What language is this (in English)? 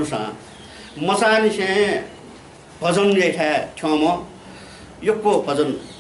Newari